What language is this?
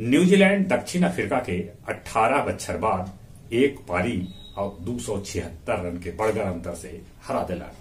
Magahi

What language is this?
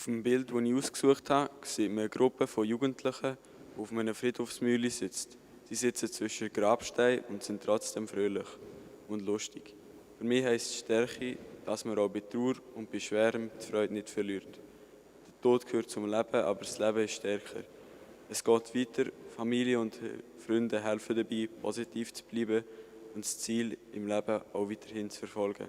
Swiss German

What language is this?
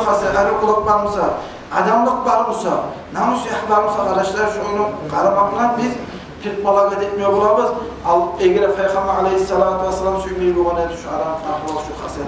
Kumyk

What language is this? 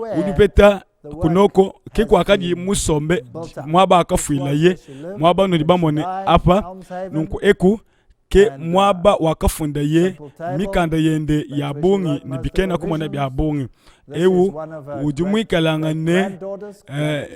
Luba-Lulua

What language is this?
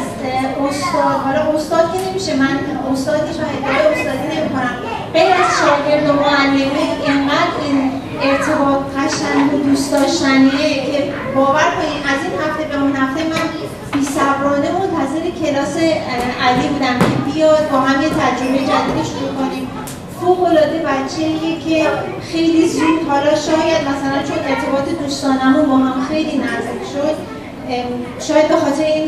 Persian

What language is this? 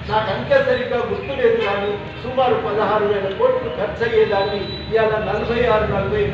Telugu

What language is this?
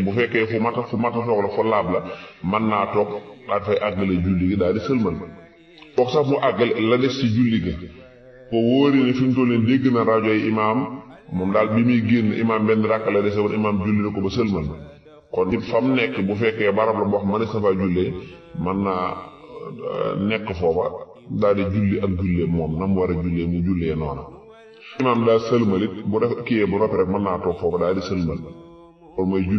Wolof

